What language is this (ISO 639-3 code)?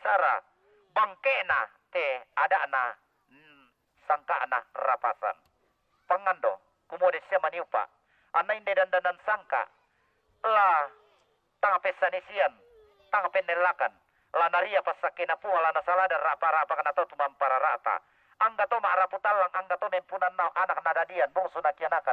sda